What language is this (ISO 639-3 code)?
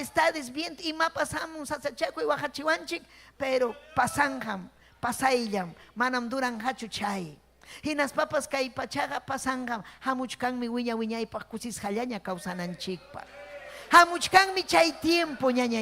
quy